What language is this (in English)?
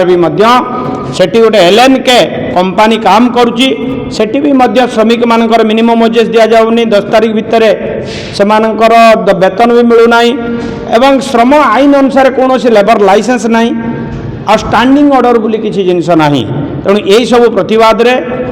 Odia